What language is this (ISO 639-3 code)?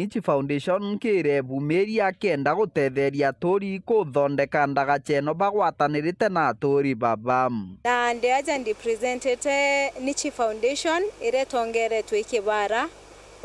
mer